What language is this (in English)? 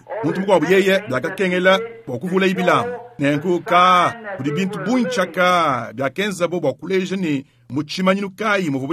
Luba-Lulua